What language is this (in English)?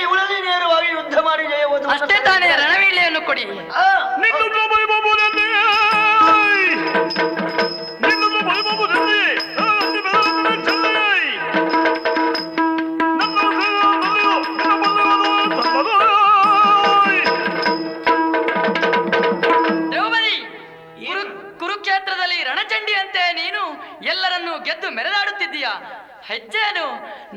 Kannada